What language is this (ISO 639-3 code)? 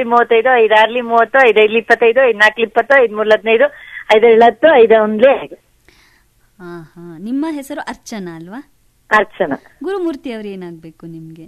kan